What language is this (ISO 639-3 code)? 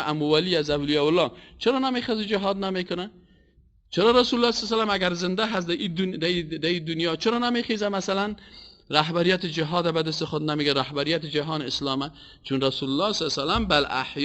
fas